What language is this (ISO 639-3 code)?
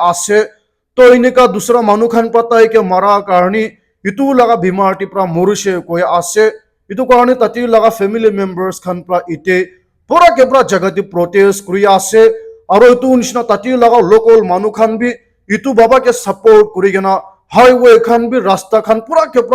nag